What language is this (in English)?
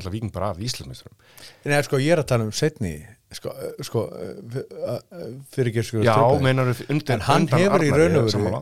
Icelandic